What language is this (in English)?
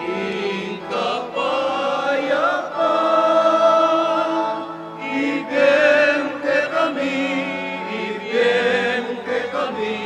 Pampanga